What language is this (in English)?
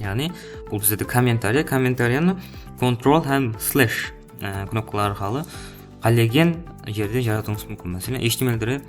Kara-Kalpak